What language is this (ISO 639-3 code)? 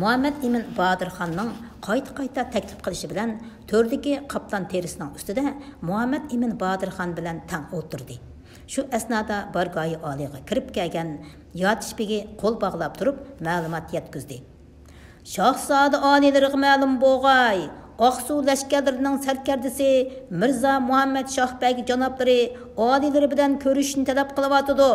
uig